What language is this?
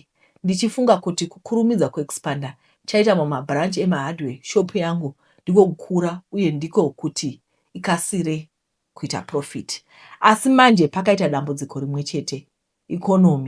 Shona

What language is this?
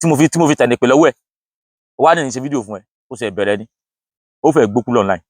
Yoruba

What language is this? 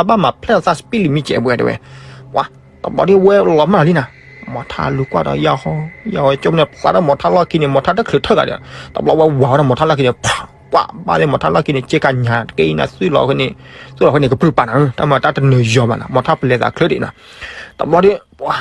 S'gaw Karen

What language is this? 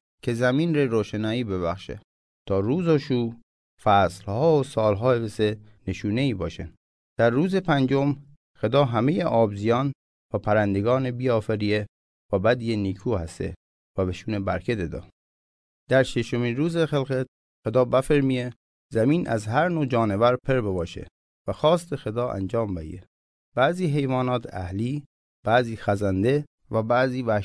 Mazanderani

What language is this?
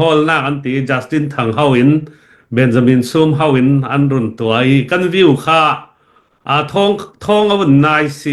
Falam Chin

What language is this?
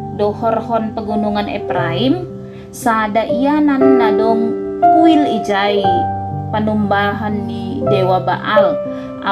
Batak Simalungun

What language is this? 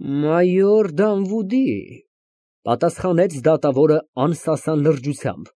Armenian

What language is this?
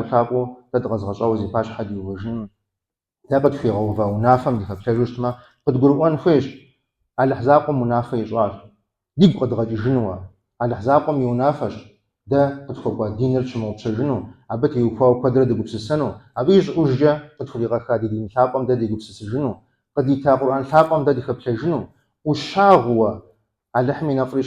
Kabardian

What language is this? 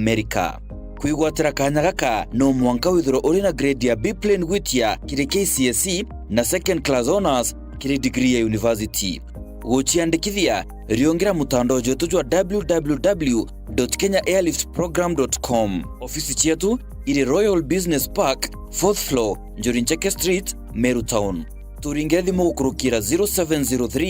Meru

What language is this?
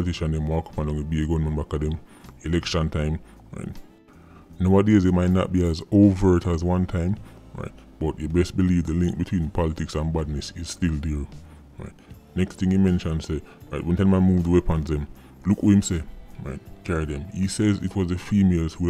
Jamaican Creole English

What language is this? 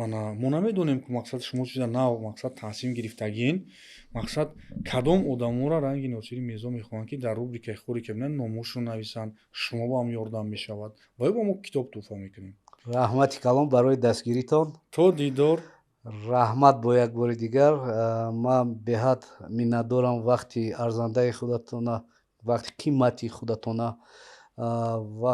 Tajik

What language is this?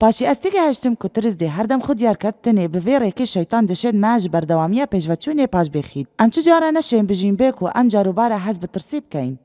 Kurdish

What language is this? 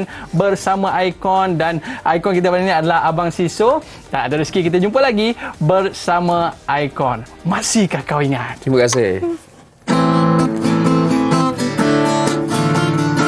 Malay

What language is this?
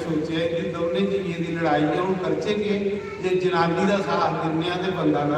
Dogri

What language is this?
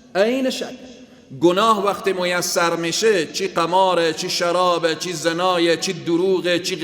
Persian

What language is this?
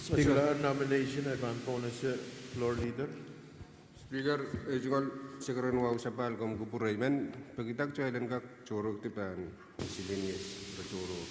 Pohnpeian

